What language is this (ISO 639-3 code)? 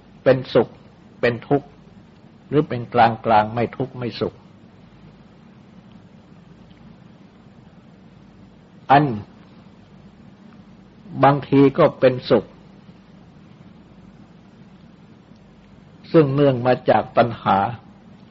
tha